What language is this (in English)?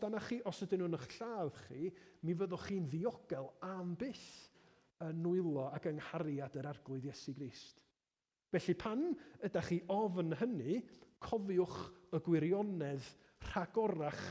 Welsh